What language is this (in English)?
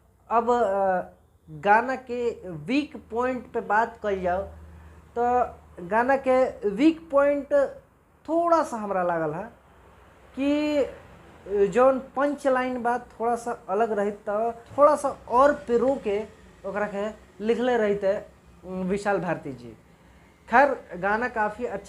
Bhojpuri